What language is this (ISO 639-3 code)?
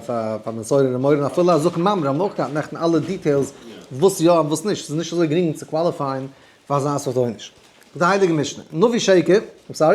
yid